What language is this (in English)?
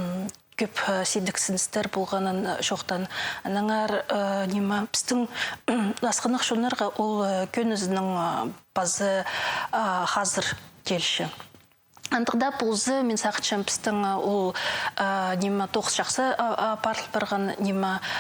Khakas